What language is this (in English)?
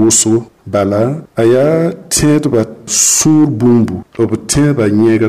Mossi